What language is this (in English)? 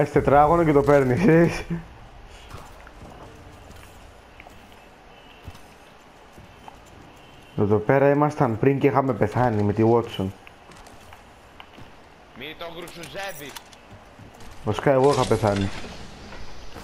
Greek